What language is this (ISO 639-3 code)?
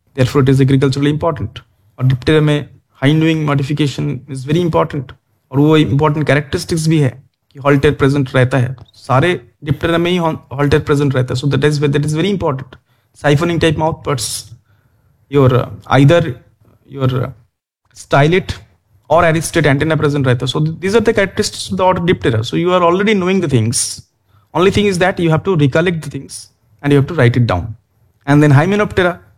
hin